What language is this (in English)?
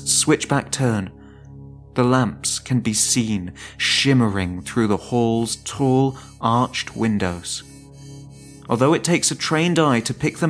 English